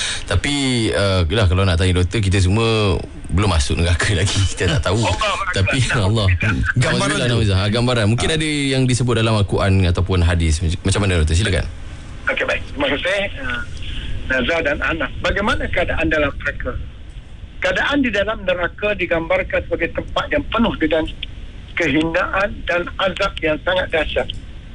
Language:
Malay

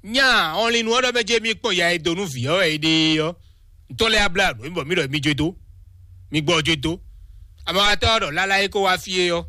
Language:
Fon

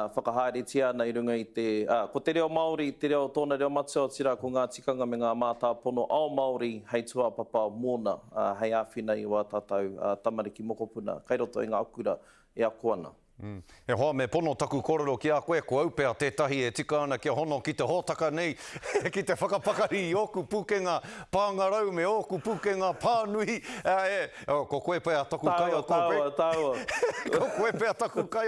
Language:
Māori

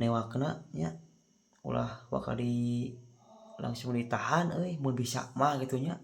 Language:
Sundanese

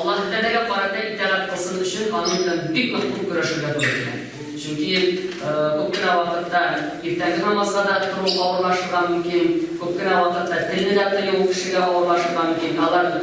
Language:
Tatar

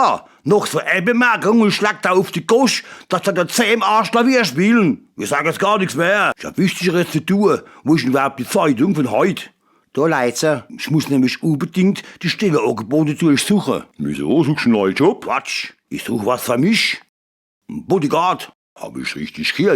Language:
Palatine German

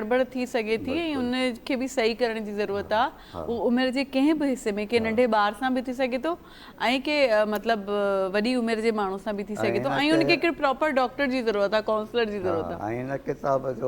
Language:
Sindhi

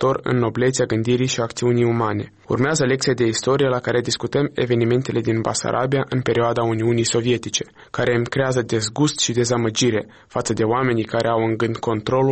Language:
Romanian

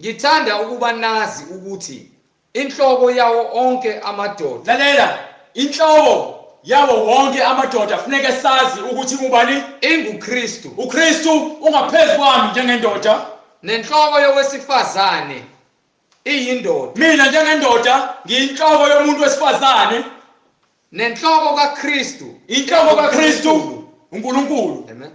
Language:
Zulu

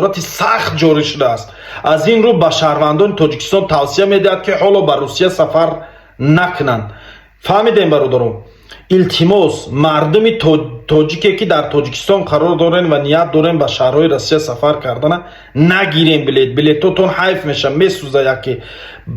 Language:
Tajik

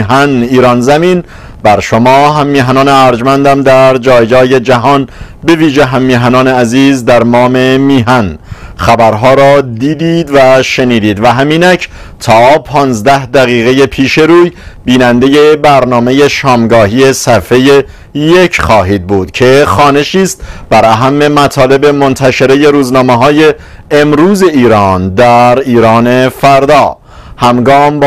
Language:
Persian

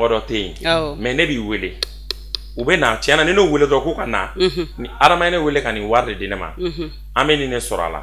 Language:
Bambara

